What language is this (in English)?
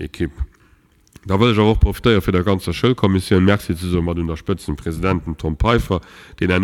Luxembourgish